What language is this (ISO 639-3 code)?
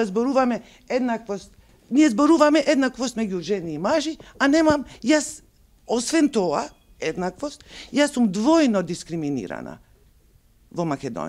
mkd